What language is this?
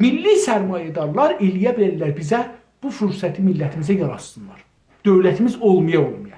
South Azerbaijani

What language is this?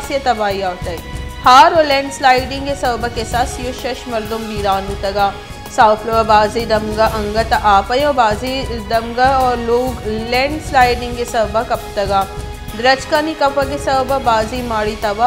Baluchi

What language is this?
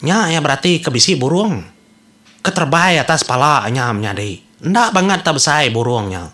Iban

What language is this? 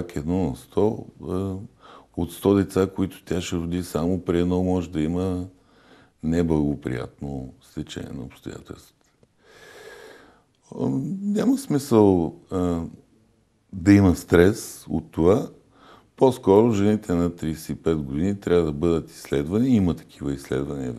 Bulgarian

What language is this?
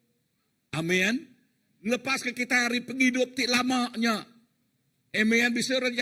Iban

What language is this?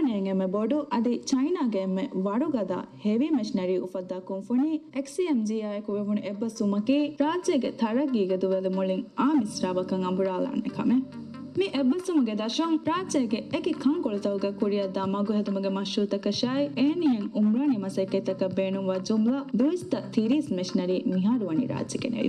Divehi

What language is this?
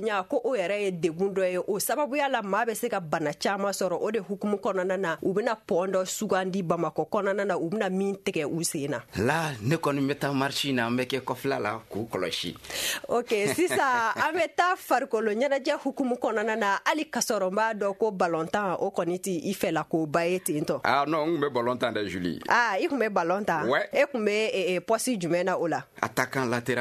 Bambara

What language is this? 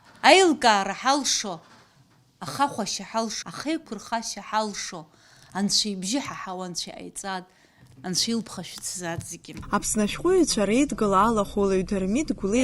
Abkhazian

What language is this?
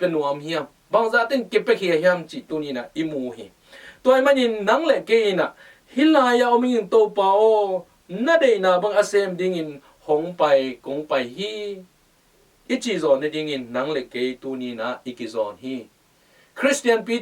Tedim Chin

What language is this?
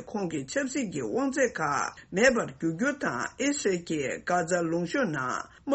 Tibetan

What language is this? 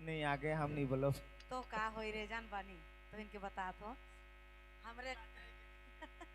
Sadri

